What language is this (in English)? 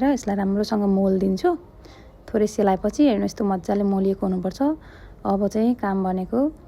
Nepali